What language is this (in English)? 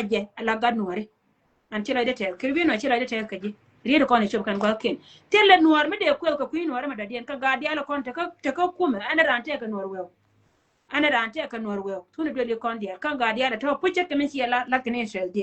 Nuer